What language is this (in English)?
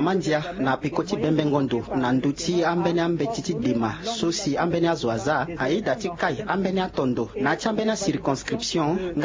Sango